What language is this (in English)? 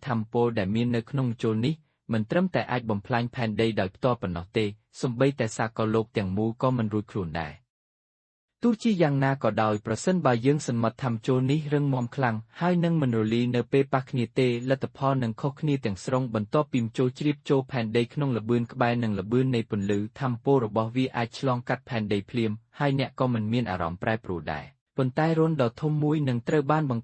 Khmer